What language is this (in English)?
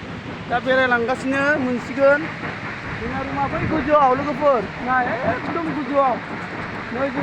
Bodo